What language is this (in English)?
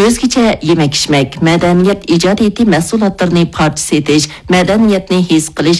Uyghur